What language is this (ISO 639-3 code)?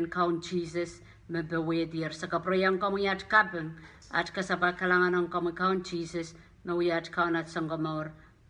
pon